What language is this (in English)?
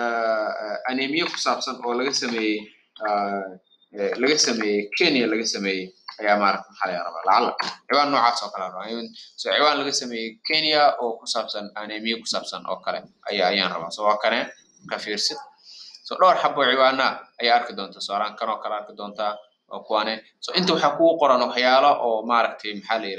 Somali